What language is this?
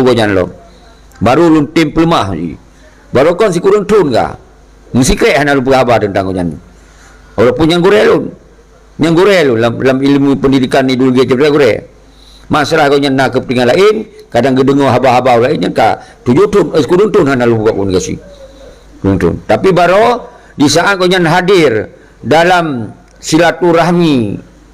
Achinese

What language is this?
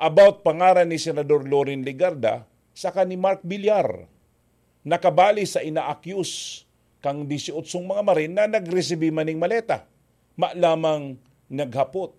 Bikol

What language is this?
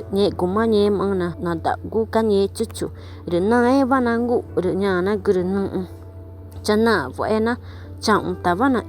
Ticuna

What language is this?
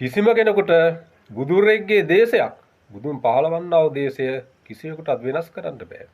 Sinhala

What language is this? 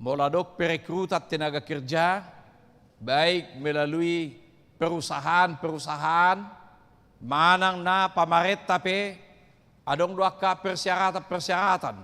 Batak Toba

